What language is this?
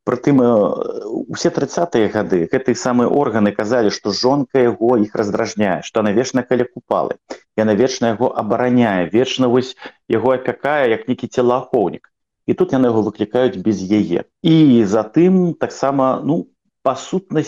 Belarusian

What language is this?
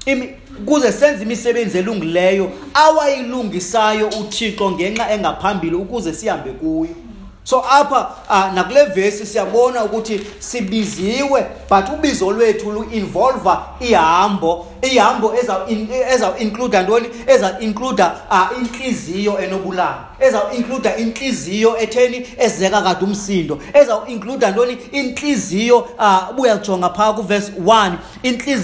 Xhosa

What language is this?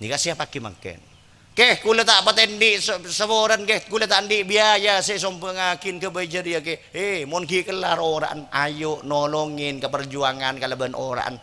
Madurese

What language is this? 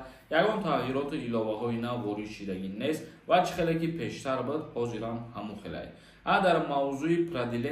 Tajik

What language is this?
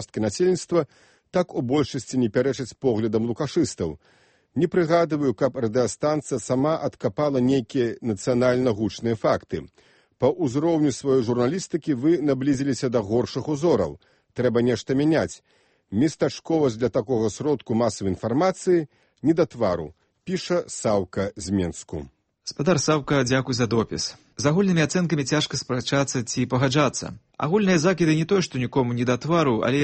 Belarusian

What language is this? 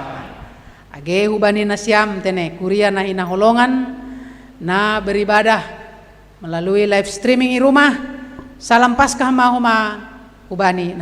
Batak Simalungun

